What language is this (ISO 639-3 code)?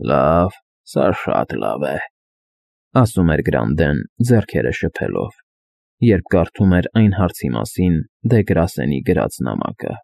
hye